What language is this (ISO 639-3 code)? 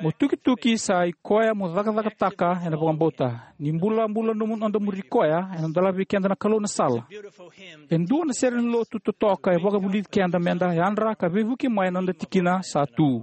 fij